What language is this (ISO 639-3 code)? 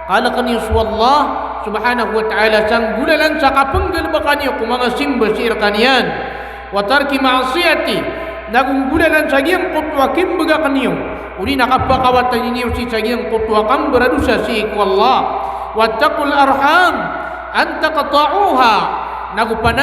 mrw